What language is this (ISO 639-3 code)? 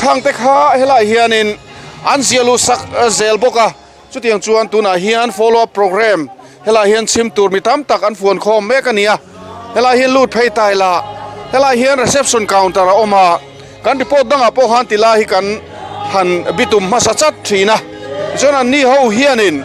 lus